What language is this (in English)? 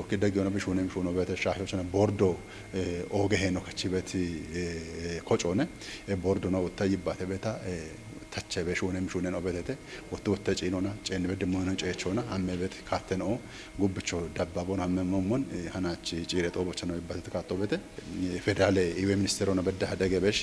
Kafa